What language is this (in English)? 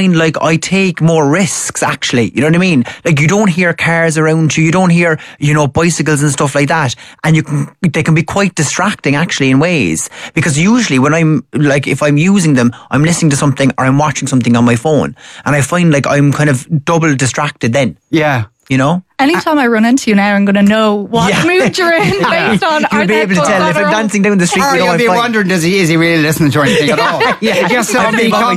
English